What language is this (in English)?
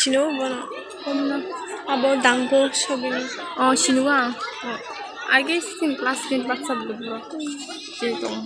Kok Borok